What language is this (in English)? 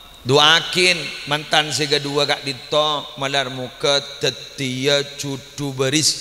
Madurese